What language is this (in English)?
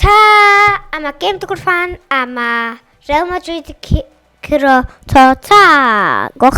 Welsh